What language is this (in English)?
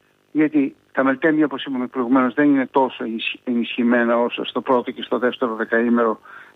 Greek